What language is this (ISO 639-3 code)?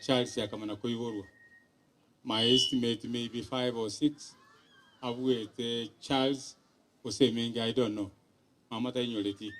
guz